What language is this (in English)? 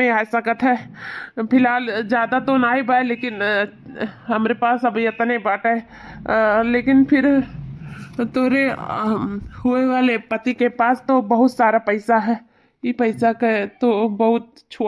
Awadhi